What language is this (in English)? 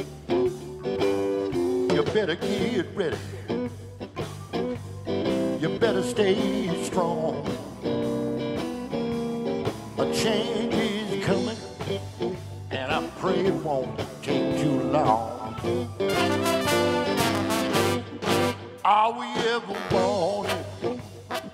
English